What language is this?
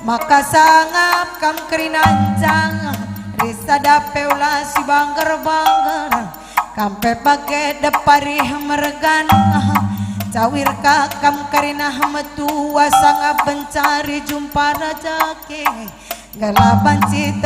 Batak Karo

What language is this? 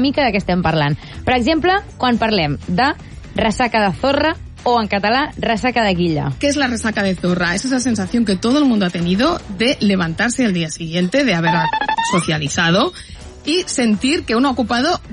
Catalan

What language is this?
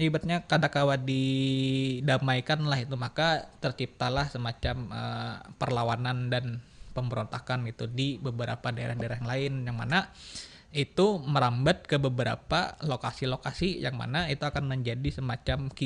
Banjar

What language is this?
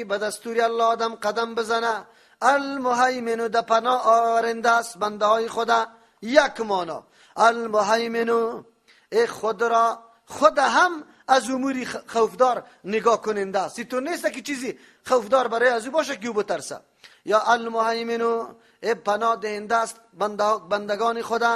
Persian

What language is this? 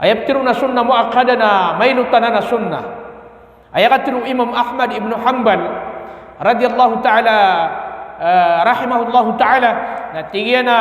Maranao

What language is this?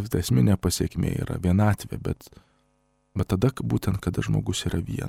Lithuanian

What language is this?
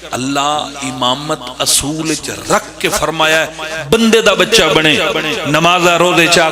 Pahari-Potwari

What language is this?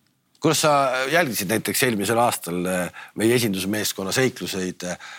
Estonian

